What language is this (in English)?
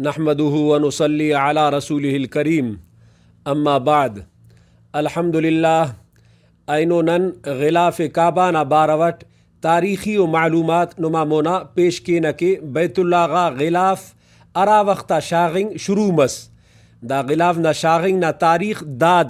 Brahui